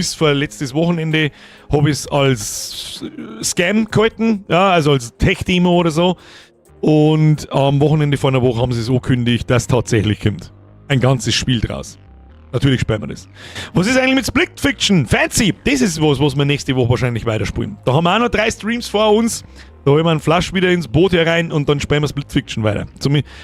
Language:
Bavarian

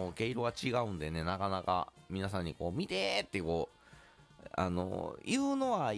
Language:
Japanese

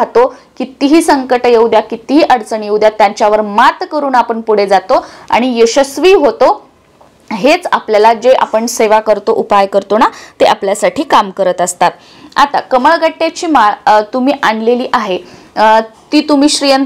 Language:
Marathi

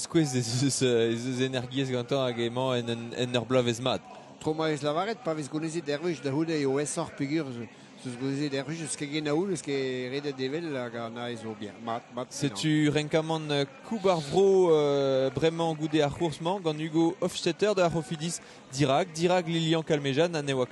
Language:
Breton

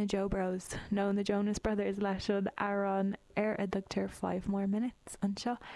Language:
Irish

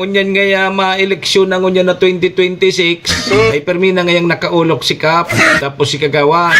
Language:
Bikol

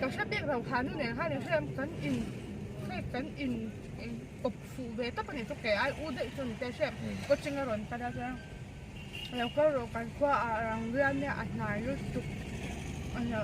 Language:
Mizo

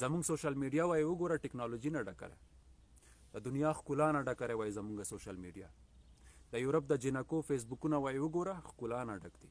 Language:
Pashto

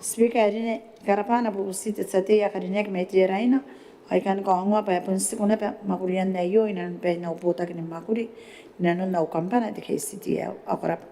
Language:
Gilbertese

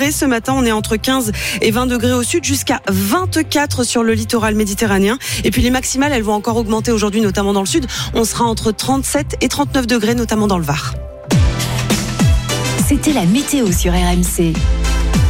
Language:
French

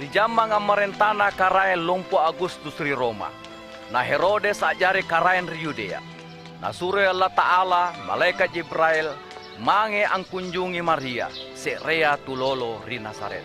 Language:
Makasar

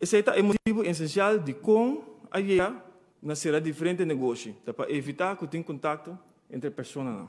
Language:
Papiamento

